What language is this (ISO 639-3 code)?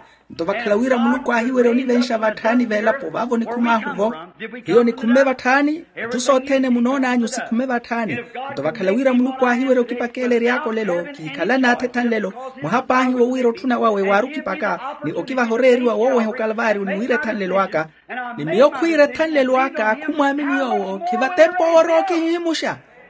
vmw